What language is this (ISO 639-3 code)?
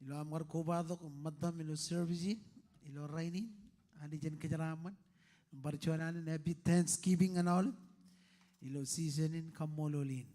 mah